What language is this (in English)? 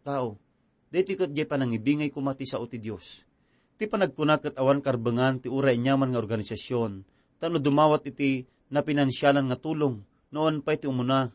Iloko